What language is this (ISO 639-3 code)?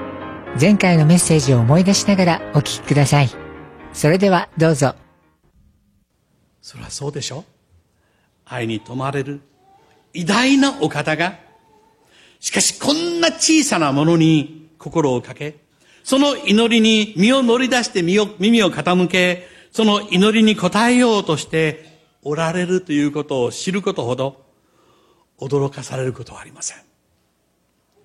jpn